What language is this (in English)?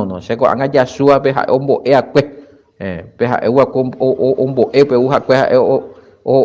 Guarani